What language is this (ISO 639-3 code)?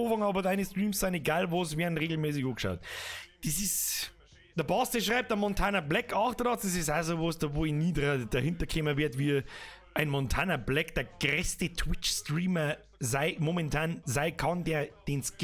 bar